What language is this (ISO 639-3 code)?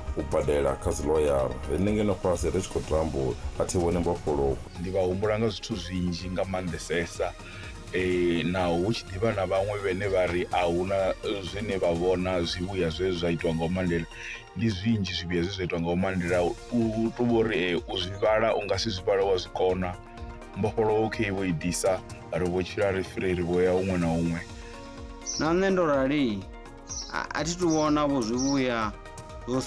ven